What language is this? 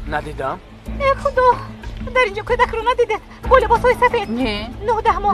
Tajik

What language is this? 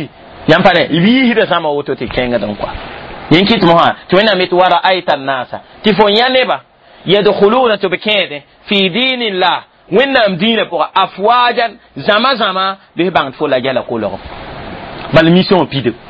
Mossi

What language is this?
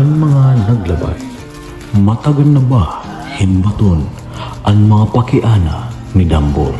Waray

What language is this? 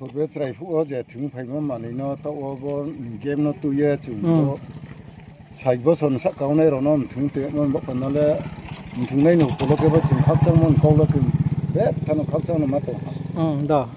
Riang (India)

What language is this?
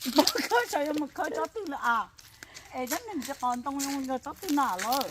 Hmong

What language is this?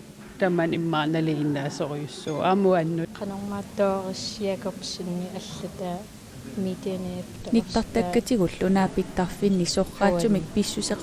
Kalaallisut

